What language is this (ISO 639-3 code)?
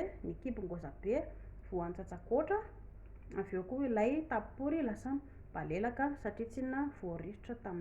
mlg